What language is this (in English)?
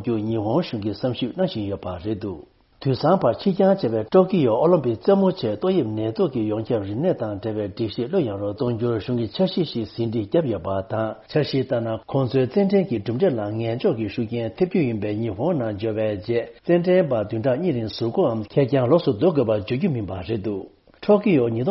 Tibetan